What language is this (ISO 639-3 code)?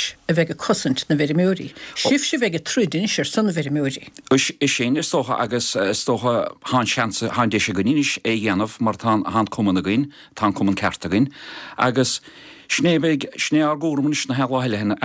gle